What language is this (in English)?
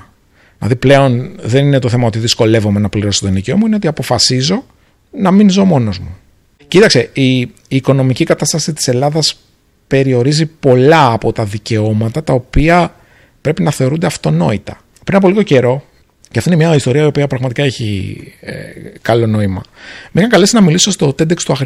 Greek